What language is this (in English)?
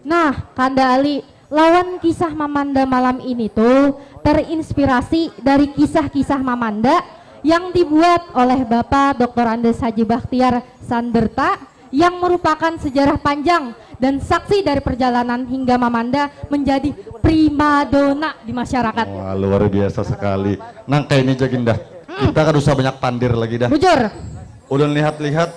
Banjar